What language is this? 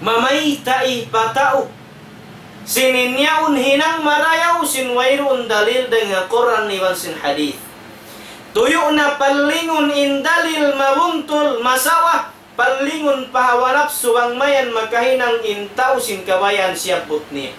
Tausug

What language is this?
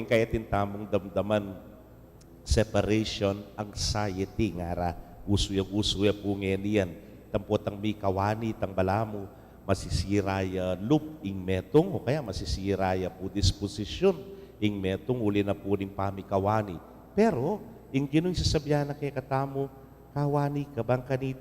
Pampanga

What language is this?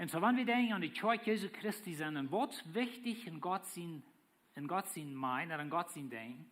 Plautdietsch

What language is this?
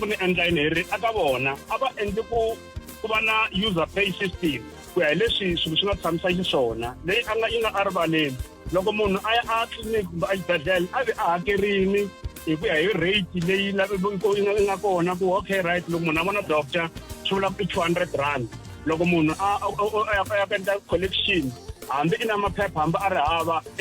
Tsonga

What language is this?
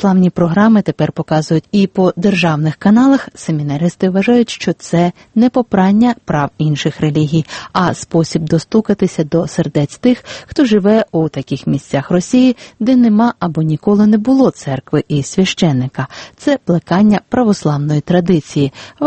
Ukrainian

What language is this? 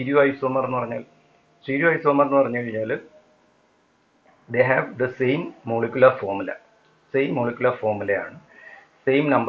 Malayalam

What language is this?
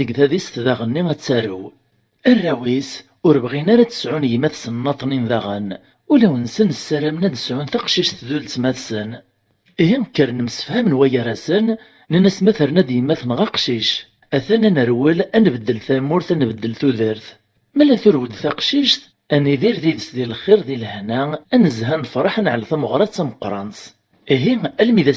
Kabyle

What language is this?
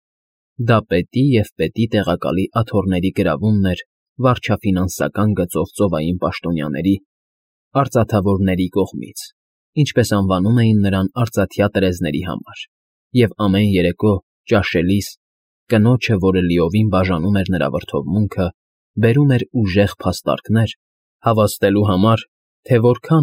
Armenian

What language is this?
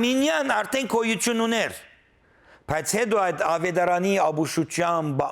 Western Armenian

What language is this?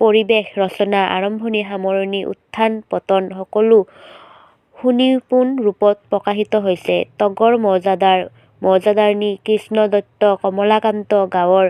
Assamese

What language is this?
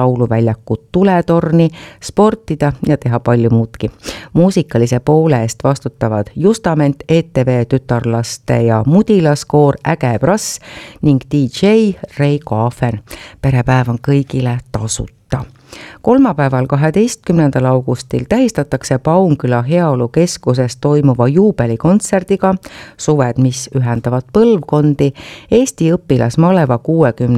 Estonian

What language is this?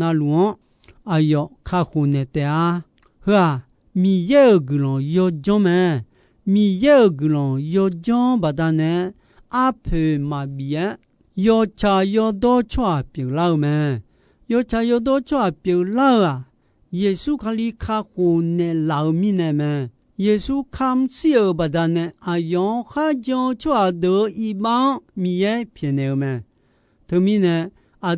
Akha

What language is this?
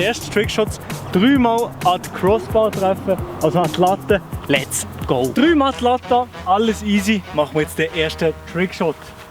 Swiss German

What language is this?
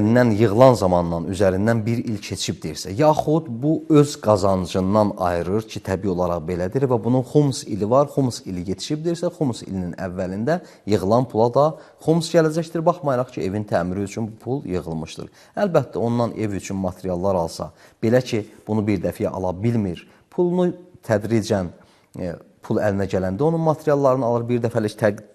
Azerbaijani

